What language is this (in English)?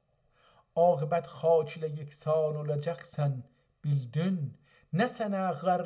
South Azerbaijani